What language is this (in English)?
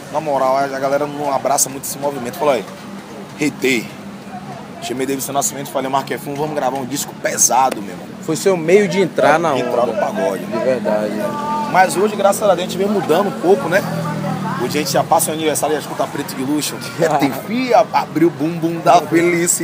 Portuguese